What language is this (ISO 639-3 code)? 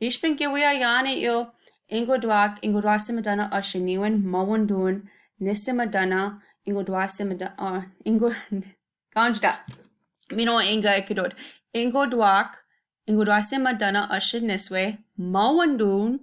ciw